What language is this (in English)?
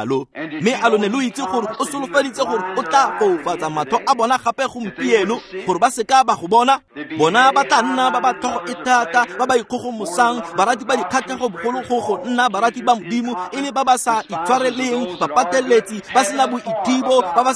Tswana